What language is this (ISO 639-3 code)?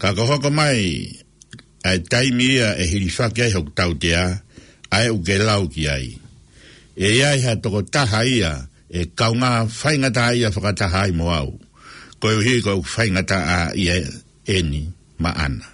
ton